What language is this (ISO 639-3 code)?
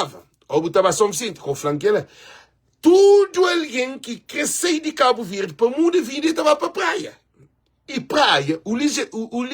kea